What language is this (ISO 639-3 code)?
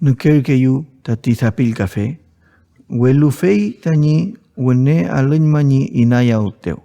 arn